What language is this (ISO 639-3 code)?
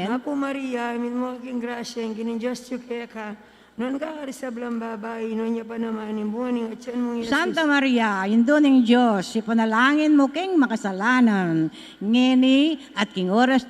pam